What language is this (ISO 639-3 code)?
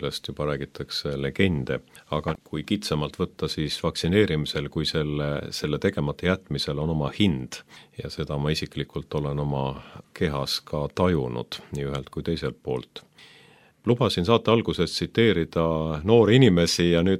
est